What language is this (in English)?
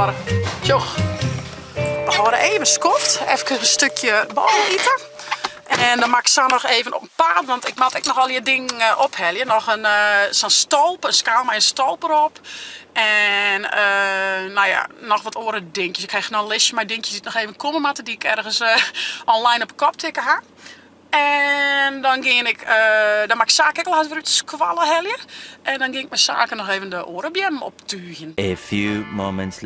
Western Frisian